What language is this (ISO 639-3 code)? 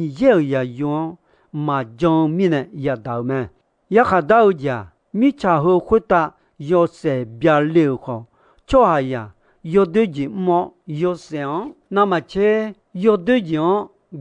ahk